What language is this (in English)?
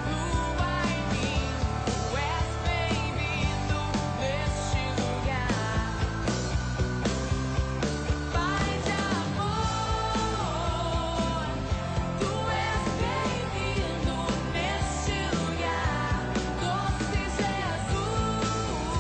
Portuguese